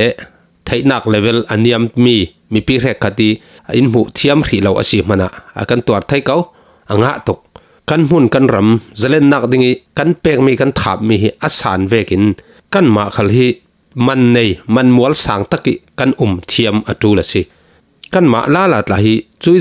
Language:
Falam Chin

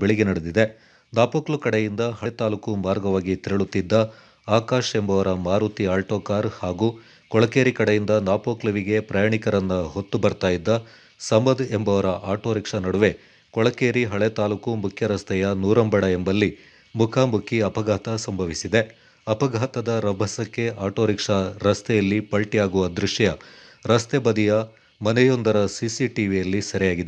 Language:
Kannada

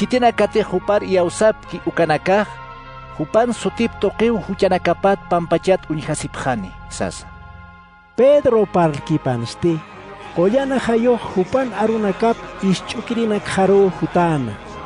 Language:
Aymara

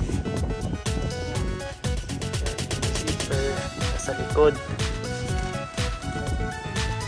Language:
Filipino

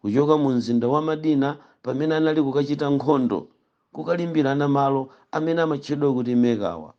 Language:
Nyanja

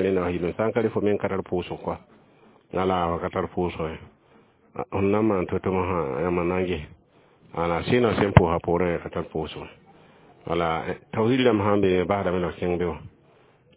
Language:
Mossi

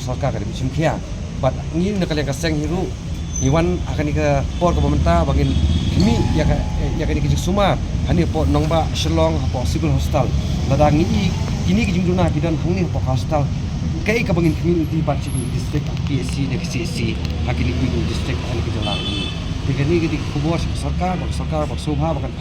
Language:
Khasi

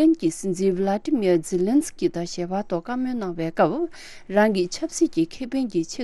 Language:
Tibetan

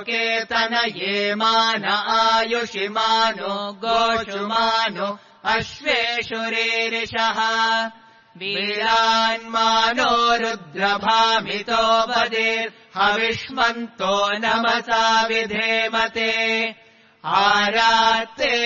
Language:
Sanskrit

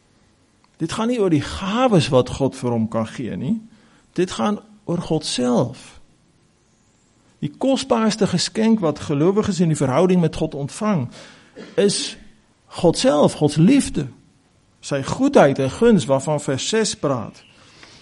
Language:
Afrikaans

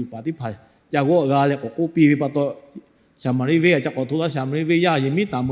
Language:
Lahu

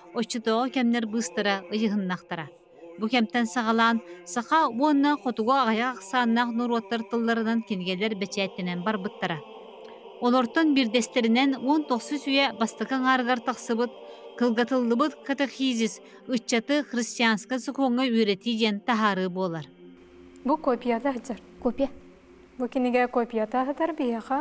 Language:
Yakut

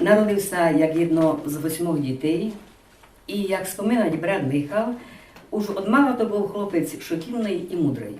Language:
Rusyn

